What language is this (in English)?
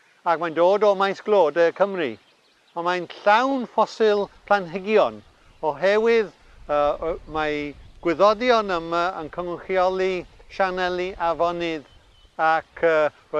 Welsh